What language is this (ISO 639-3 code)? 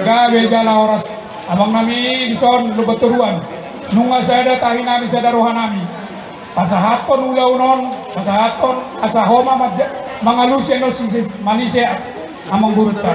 bbc